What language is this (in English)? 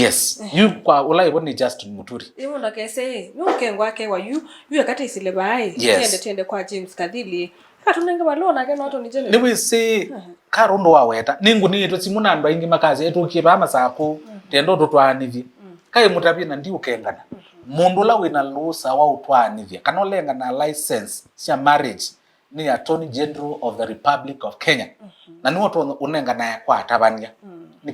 Kamba